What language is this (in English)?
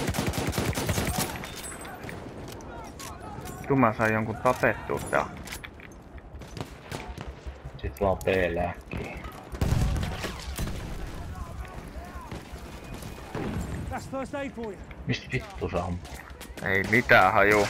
Finnish